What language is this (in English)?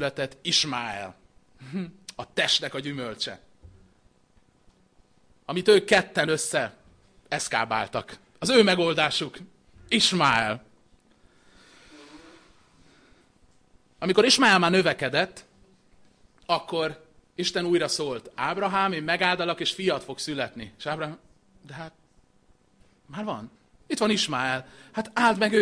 Hungarian